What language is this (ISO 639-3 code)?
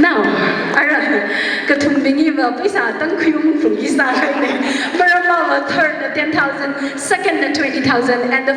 nmf